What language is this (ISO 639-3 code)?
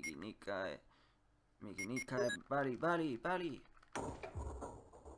jpn